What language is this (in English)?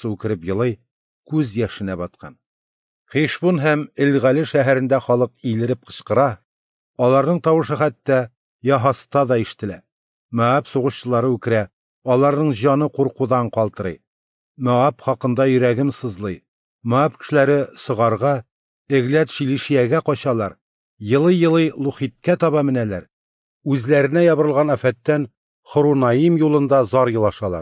Tatar